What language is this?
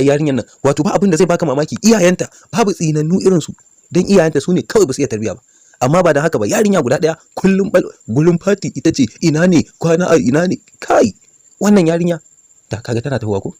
Hausa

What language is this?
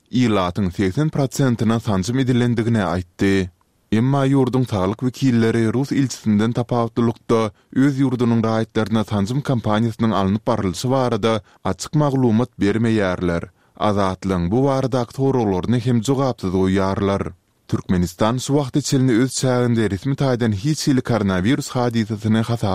Turkmen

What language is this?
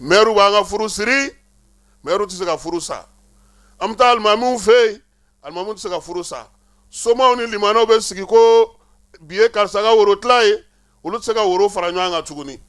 Bambara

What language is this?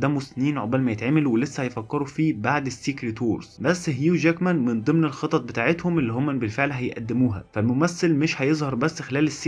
Egyptian Arabic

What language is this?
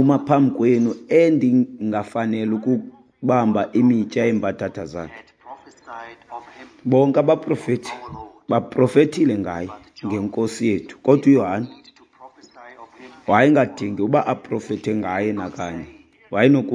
Xhosa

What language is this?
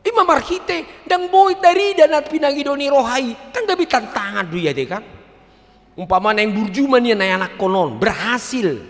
Batak Toba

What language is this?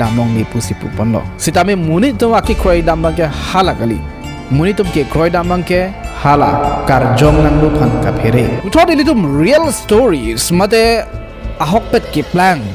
Karbi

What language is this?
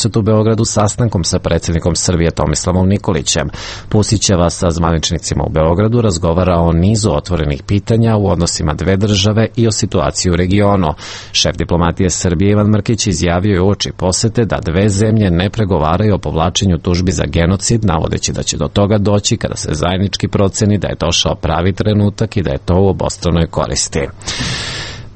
Serbian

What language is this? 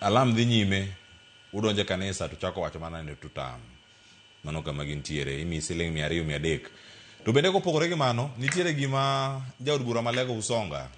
Luo (Kenya and Tanzania)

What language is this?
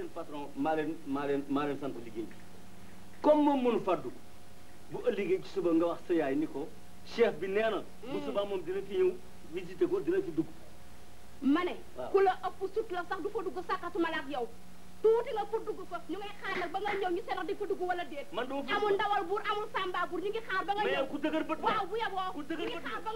Wolof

